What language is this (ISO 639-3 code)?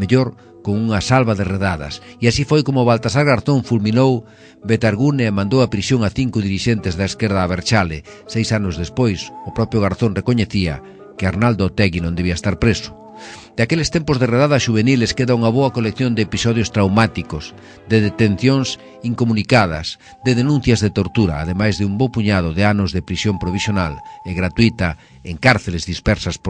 glg